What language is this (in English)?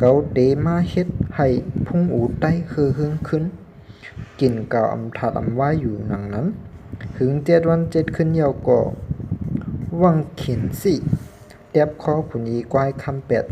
Shan